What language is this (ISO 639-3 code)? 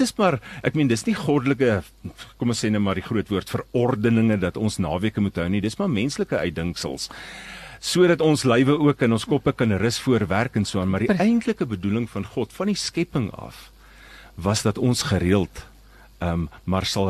afr